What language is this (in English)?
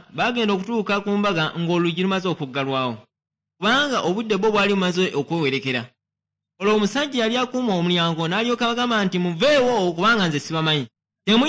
Ganda